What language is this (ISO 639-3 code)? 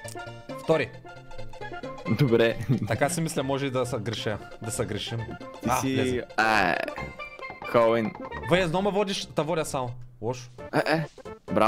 bul